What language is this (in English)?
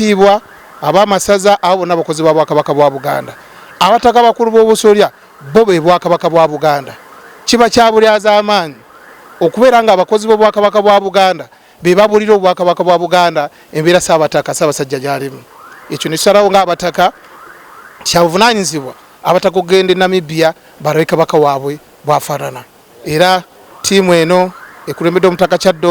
Ganda